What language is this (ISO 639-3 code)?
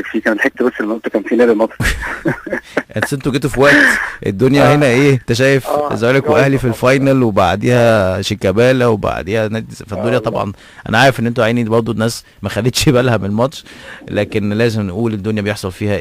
arz